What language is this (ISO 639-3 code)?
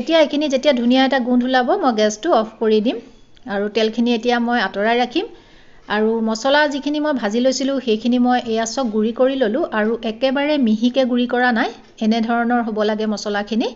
asm